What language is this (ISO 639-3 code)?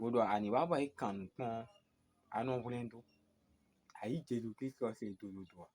fon